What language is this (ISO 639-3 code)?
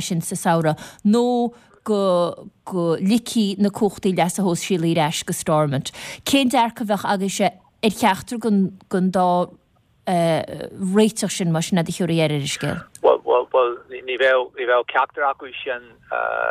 gle